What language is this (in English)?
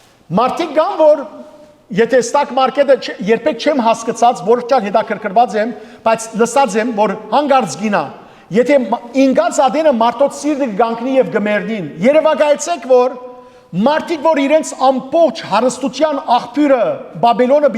Western Armenian